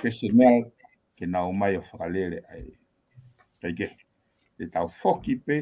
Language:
Tongan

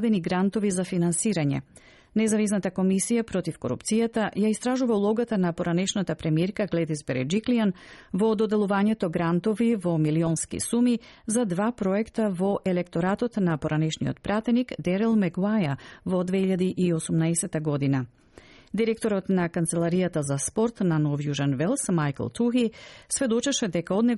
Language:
Macedonian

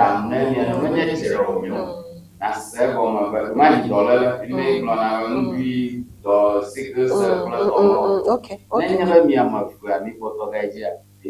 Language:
Ewe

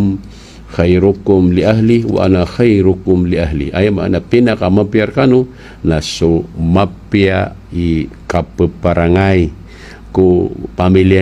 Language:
Maranao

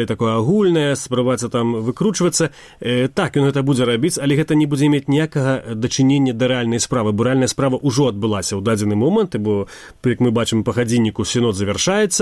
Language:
Belarusian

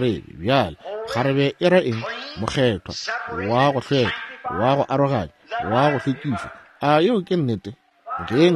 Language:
Northern Sotho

